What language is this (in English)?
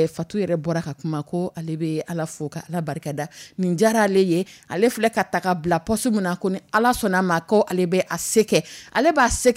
Dyula